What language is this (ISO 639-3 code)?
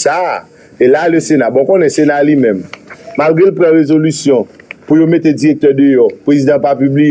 hat